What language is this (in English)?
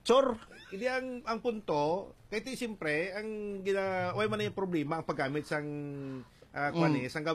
Hiligaynon